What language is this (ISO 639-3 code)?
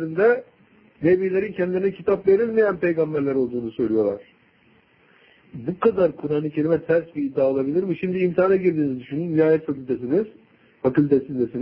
tur